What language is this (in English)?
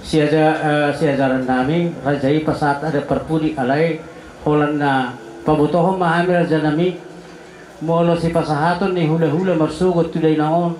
Batak Toba